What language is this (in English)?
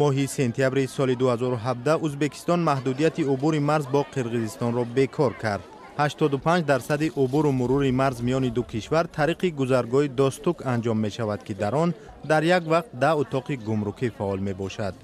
Tajik